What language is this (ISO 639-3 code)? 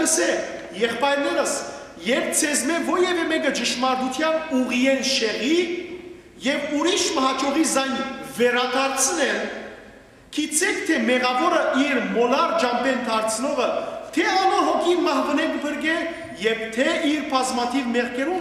hyw